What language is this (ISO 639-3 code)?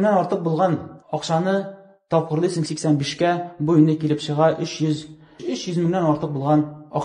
tat